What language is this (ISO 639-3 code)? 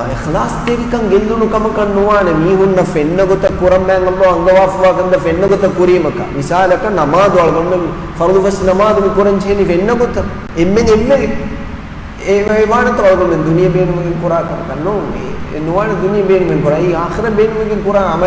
div